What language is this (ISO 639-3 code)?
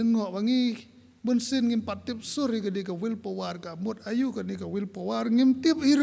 kha